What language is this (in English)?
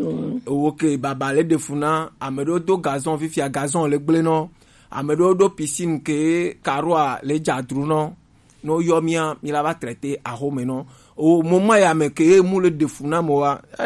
Gen